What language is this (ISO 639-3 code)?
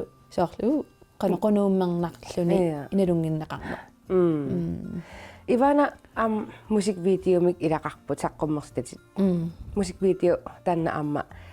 kal